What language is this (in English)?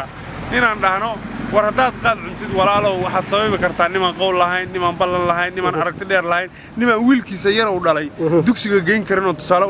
Somali